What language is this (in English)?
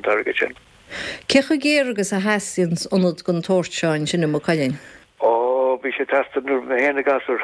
Irish